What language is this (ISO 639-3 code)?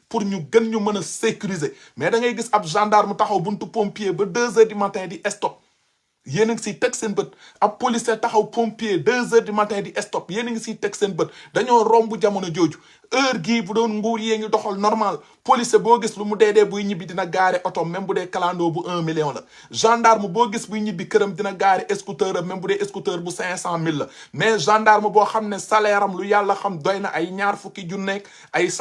wol